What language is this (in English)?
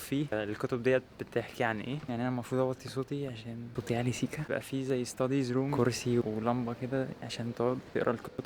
Egyptian Arabic